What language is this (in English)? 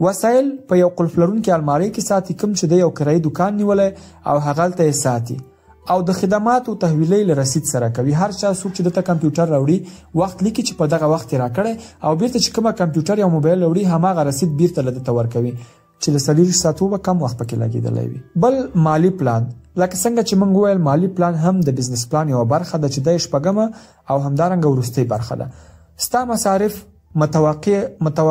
Pashto